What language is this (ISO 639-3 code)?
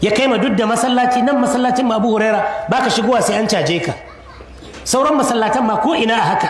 hau